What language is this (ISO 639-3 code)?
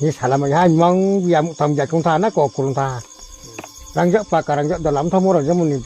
ria